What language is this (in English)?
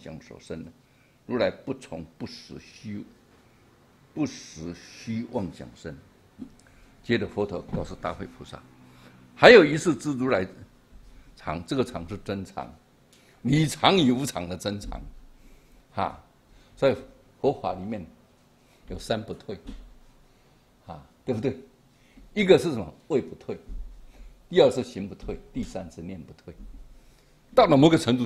Chinese